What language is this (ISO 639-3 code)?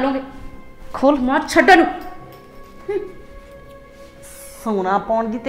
pan